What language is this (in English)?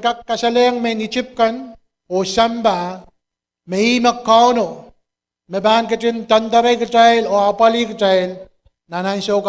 Pohnpeian